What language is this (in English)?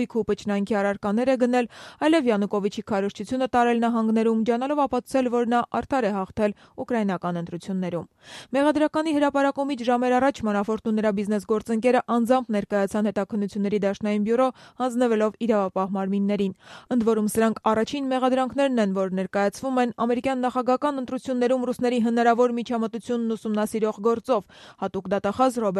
Armenian